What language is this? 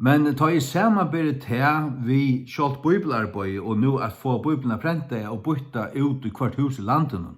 Faroese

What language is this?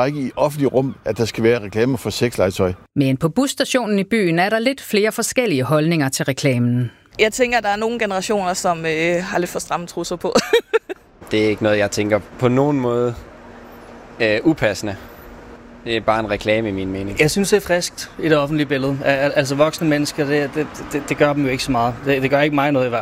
Danish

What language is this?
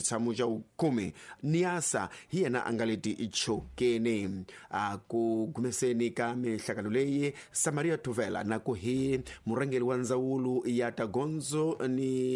Tsonga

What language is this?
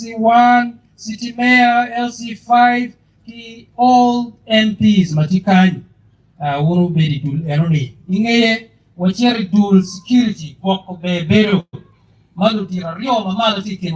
Acoli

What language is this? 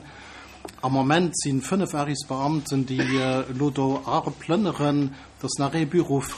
Luxembourgish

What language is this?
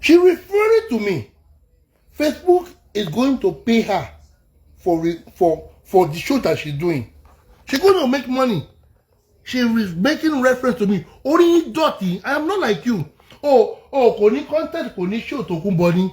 Yoruba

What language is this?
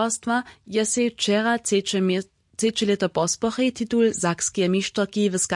Upper Sorbian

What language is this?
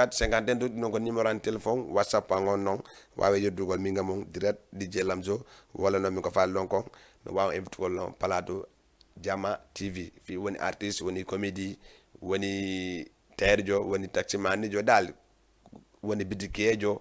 Fula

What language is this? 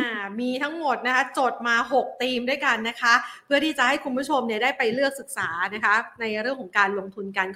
Thai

